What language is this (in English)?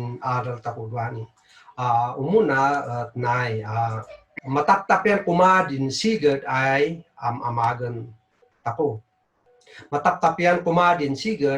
Kankanaey